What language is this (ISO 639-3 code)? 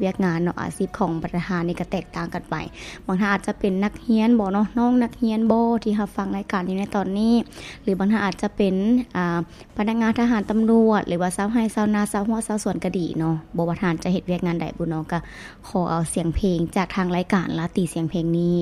lao